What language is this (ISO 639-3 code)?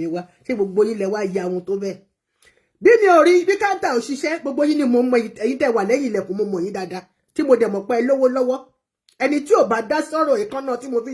yor